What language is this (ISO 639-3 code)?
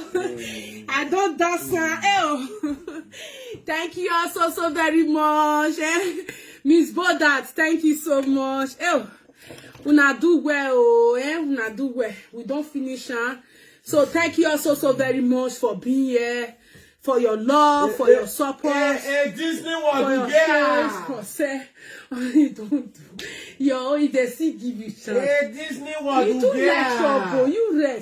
pcm